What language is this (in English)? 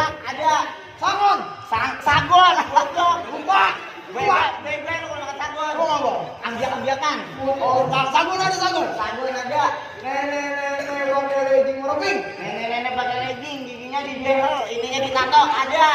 Betawi